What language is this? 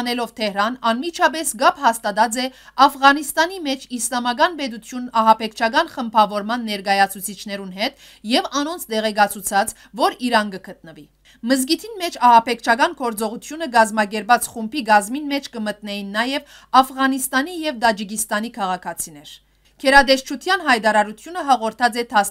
Western Armenian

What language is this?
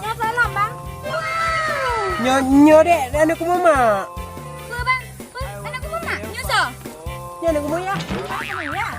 Achinese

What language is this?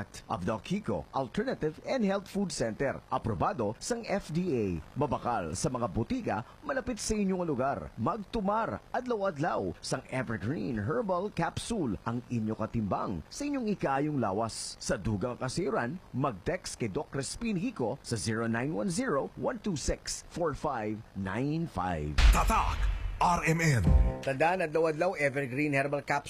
Hiligaynon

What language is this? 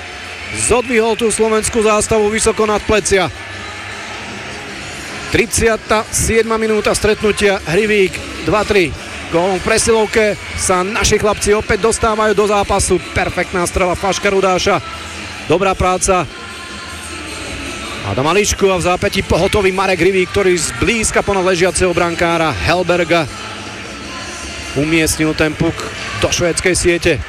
Slovak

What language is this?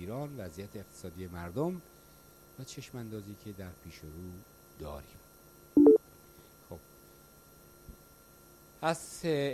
Persian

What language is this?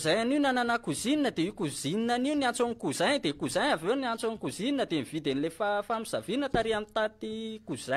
Malagasy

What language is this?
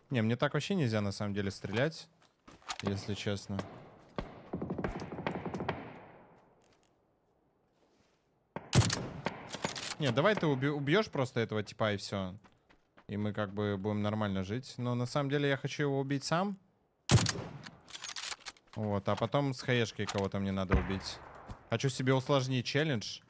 Russian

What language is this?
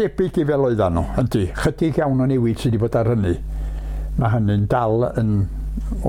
Welsh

